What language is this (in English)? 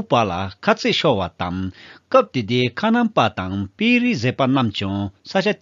Tibetan